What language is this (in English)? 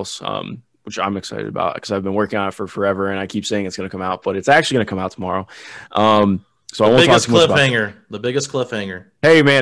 English